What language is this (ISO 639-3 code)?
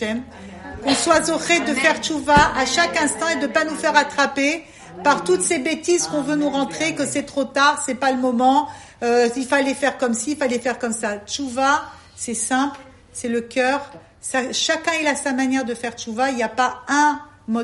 fra